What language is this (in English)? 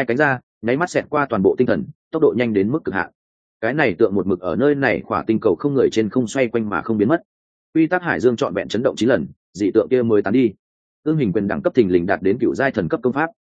Vietnamese